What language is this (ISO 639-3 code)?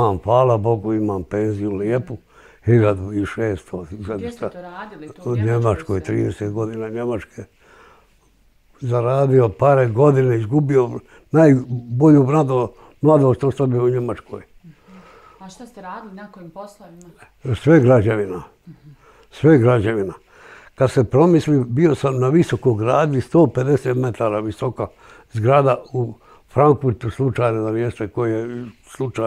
bos